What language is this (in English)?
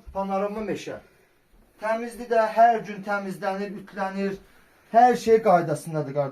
Azerbaijani